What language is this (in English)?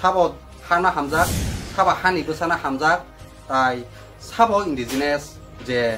Kok Borok